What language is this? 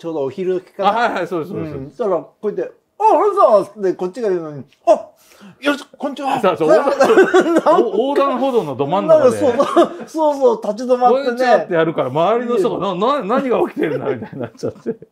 Japanese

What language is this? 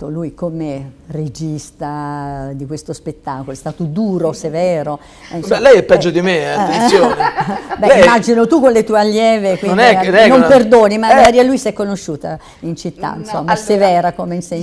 Italian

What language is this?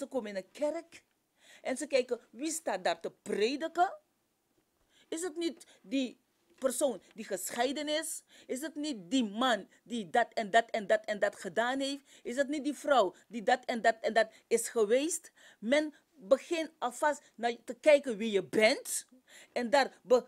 Dutch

